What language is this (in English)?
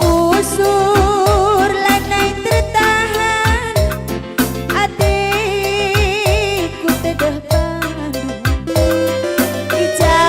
Batak Karo